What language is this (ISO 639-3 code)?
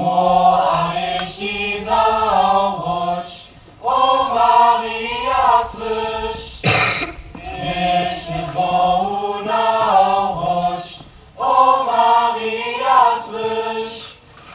hsb